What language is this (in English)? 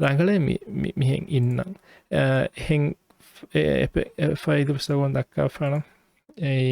Divehi